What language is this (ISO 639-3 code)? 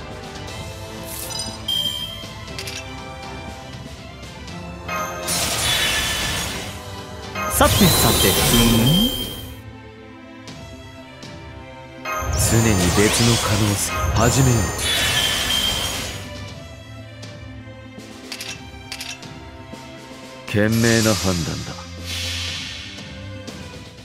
jpn